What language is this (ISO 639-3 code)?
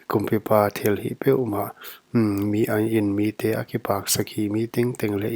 pck